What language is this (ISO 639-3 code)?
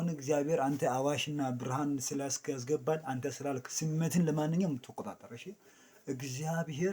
amh